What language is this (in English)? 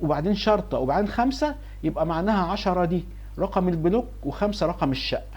Egyptian Arabic